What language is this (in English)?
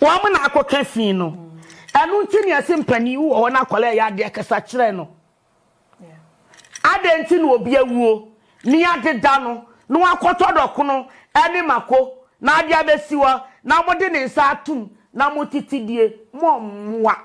Akan